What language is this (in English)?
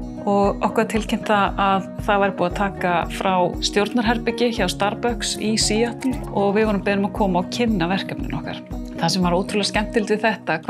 Icelandic